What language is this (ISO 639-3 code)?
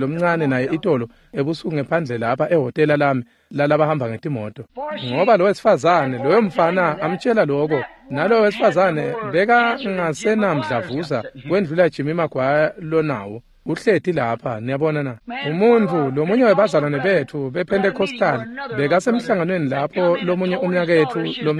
ssw